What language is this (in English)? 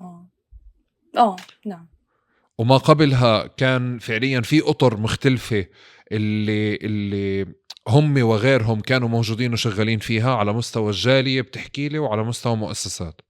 North Levantine Arabic